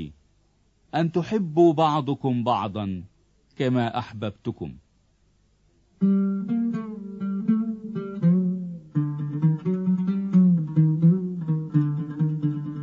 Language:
Arabic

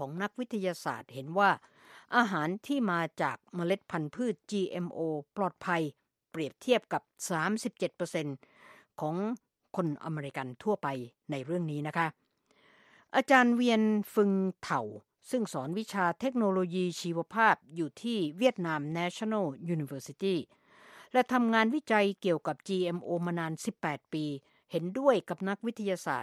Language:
Thai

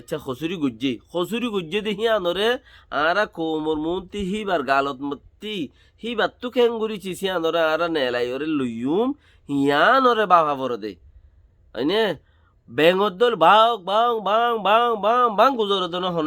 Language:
Rohingya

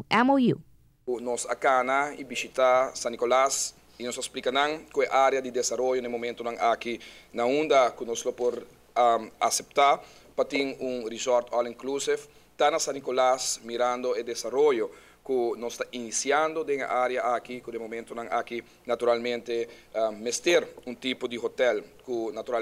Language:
Papiamento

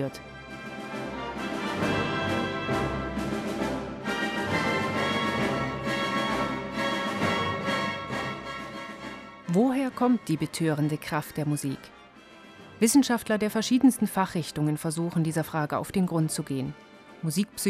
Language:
German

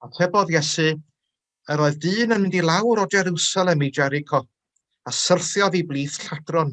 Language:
Welsh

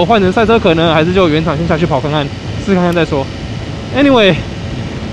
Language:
Chinese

